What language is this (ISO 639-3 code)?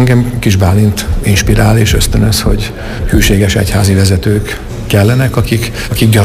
hun